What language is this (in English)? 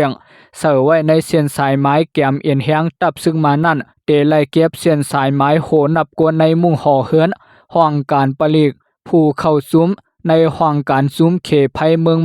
Lao